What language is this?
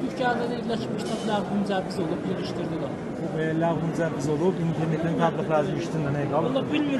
South Azerbaijani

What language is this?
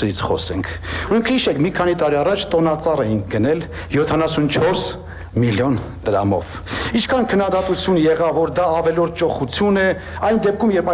Armenian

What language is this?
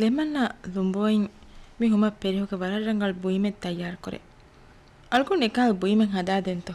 Divehi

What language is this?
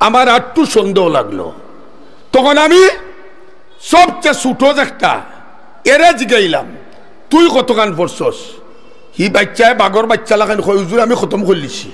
Sylheti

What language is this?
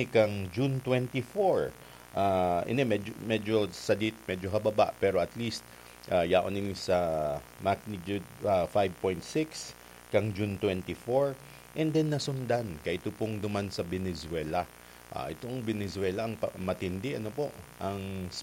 Bikol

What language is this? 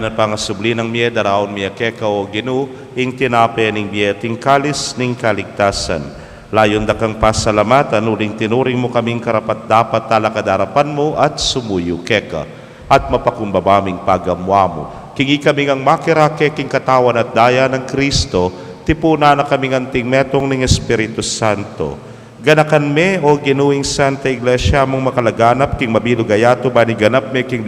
Pampanga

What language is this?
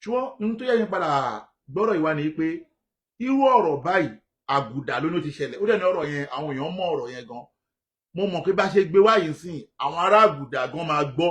Yoruba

